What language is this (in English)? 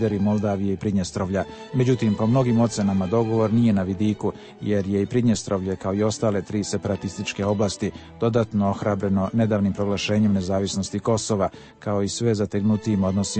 Serbian